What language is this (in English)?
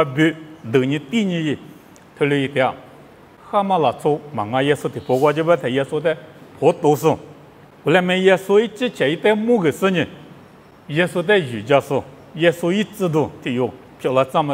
Lisu